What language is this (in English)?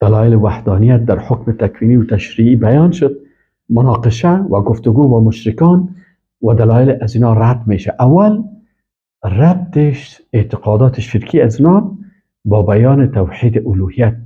Persian